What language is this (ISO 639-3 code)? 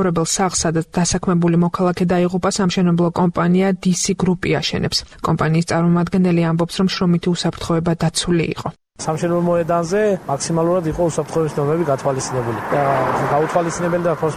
kat